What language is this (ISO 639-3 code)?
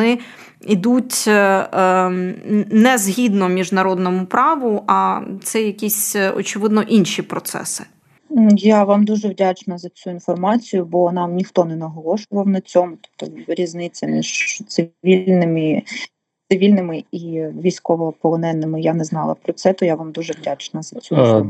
ukr